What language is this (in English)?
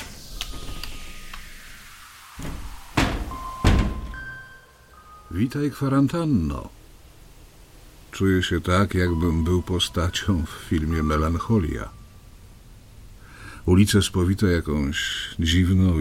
Polish